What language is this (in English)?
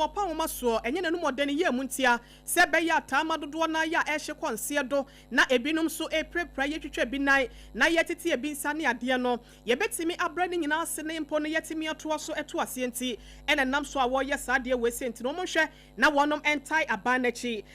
Akan